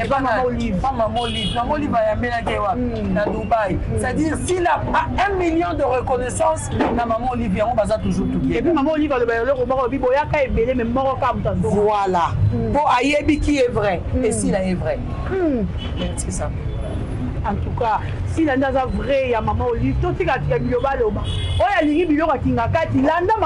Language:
Lingala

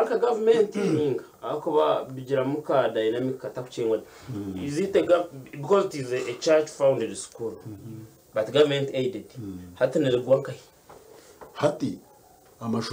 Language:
Nyankole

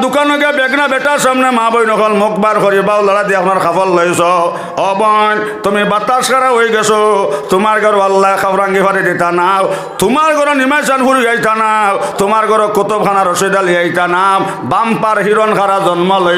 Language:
Sylheti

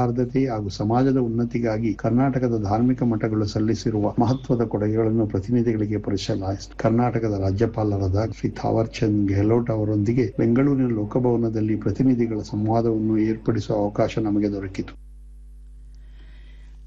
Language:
Kannada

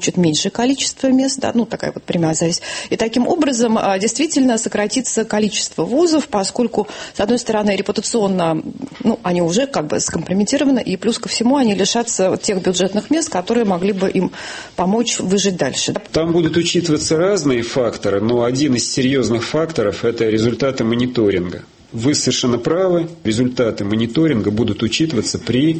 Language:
Russian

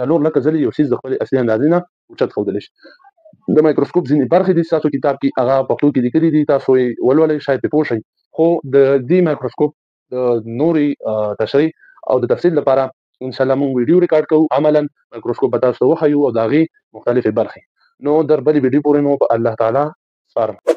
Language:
Pashto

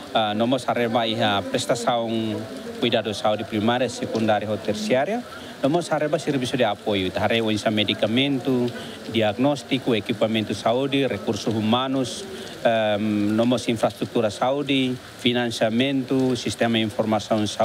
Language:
Tetum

